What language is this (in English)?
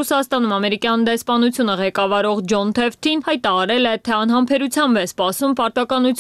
Armenian